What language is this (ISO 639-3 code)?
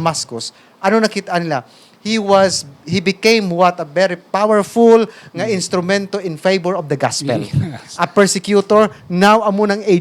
hil